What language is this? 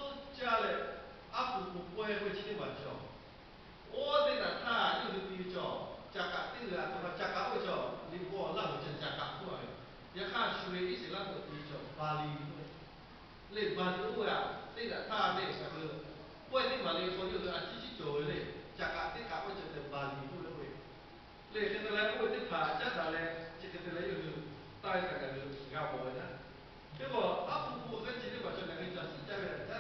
Lahu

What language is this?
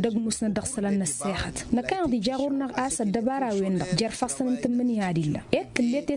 Tamasheq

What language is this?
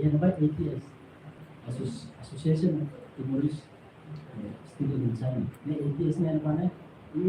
Tetum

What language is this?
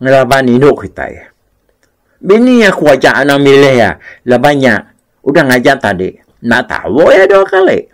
Iban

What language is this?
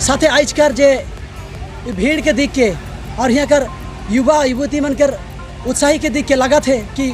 Sadri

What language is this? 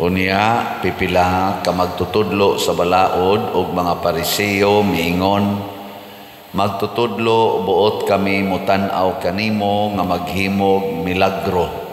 Cebuano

